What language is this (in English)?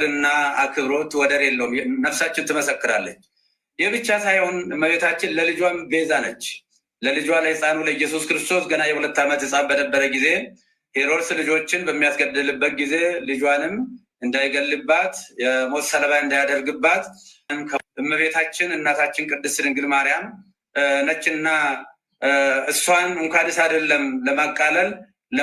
Amharic